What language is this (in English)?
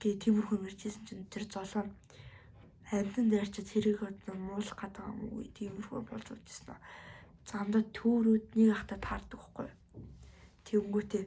Mongolian